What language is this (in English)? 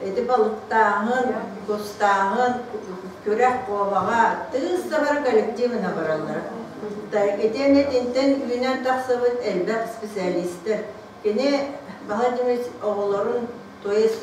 Yakut